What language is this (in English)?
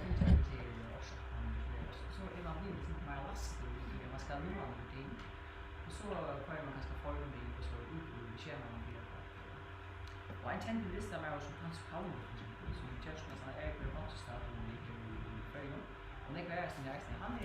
Faroese